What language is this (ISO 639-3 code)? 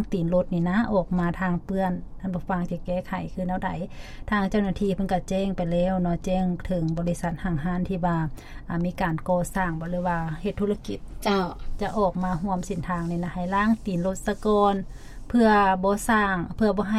lao